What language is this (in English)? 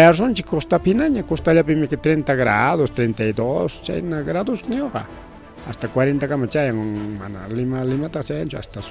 Ayacucho Quechua